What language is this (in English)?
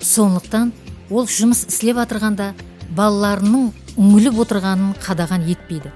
Kara-Kalpak